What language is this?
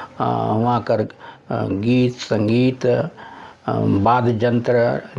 Sadri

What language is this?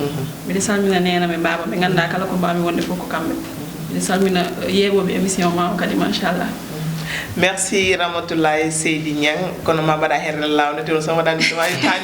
Fula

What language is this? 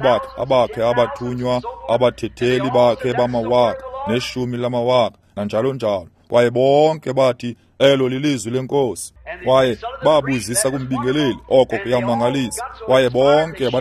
Xhosa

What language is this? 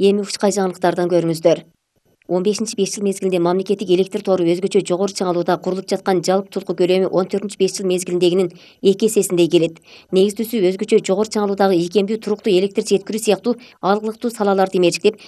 Kyrgyz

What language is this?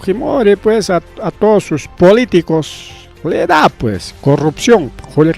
Ayacucho Quechua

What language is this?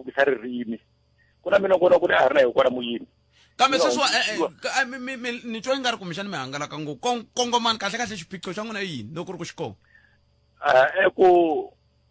Tsonga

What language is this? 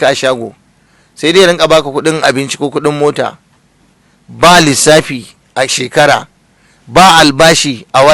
Hausa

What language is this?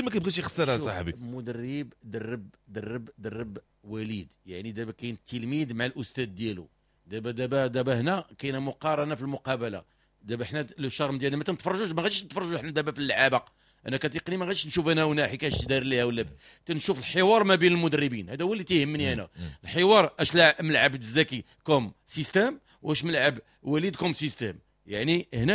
Moroccan Arabic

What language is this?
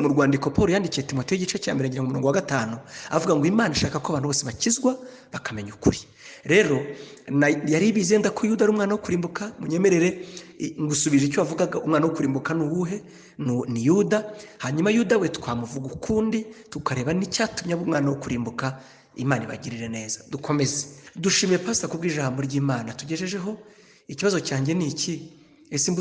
Kinyarwanda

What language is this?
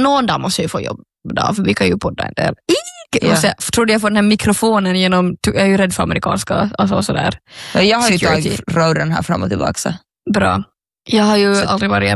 Swedish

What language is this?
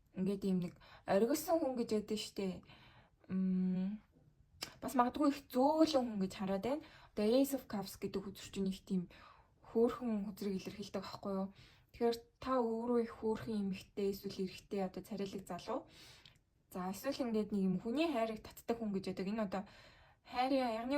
Mongolian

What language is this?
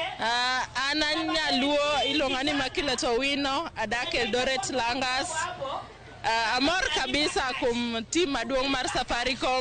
Luo (Kenya and Tanzania)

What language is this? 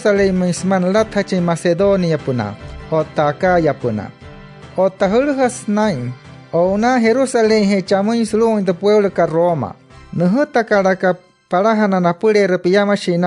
Wayuu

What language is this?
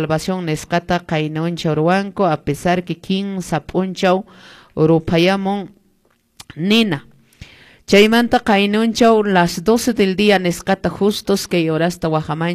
Quechua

